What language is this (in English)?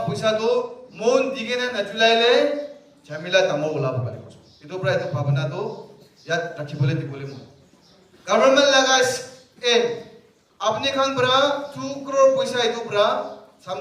Naga Pidgin